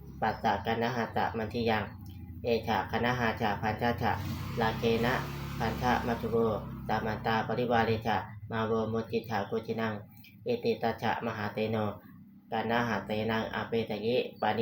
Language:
Pali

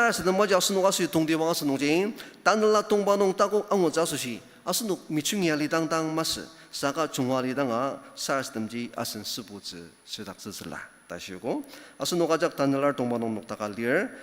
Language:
Ao Naga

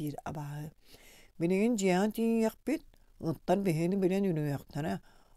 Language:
Yakut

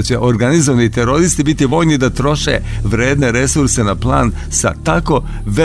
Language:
Serbian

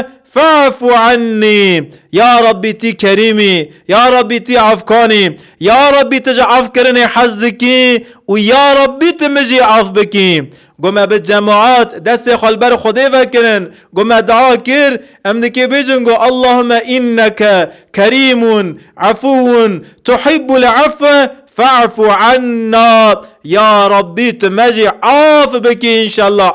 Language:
Kurdish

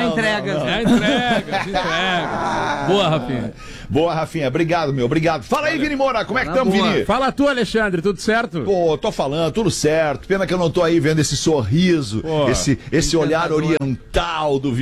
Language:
Portuguese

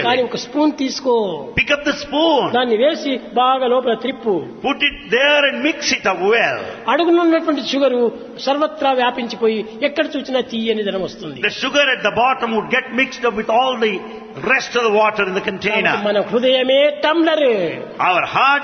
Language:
Telugu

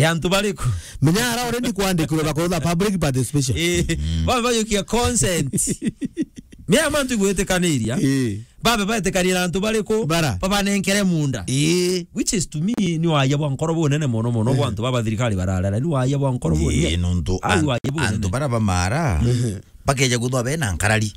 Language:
Meru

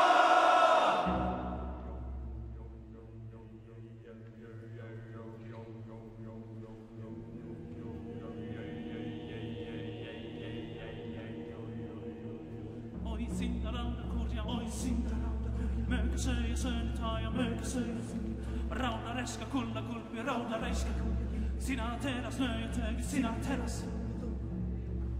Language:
Estonian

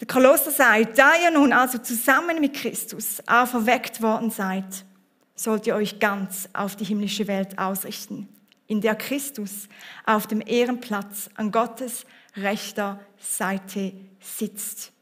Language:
Swiss German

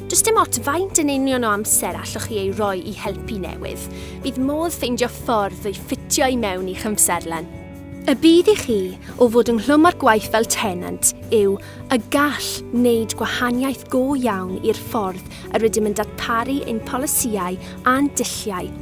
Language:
Welsh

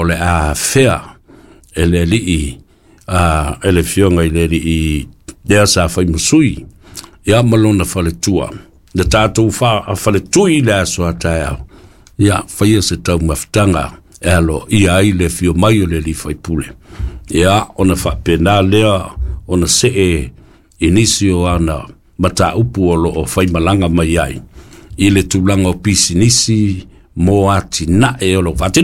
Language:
Samoan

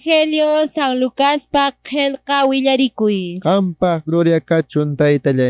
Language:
Quechua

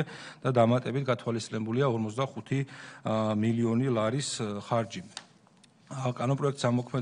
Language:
Georgian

